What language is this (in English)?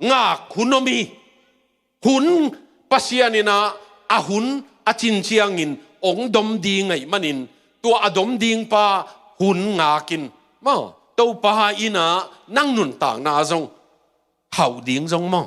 Tedim Chin